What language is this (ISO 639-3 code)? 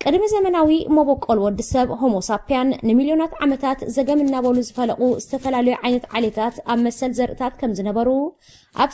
tir